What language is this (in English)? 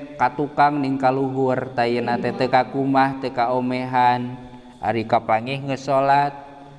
Sundanese